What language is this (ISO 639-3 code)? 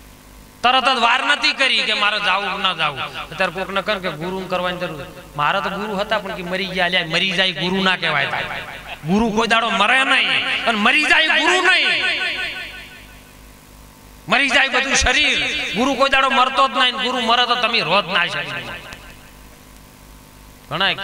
guj